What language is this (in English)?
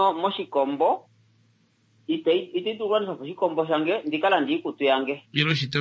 Kuanyama